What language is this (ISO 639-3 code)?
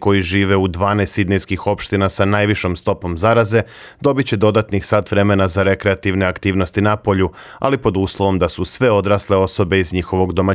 srp